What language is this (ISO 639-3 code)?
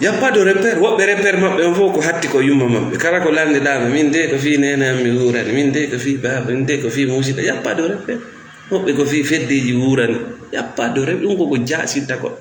ful